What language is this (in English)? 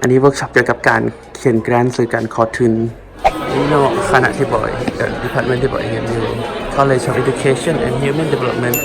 Lao